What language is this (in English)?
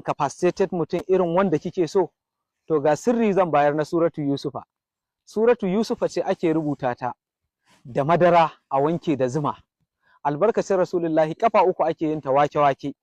Hausa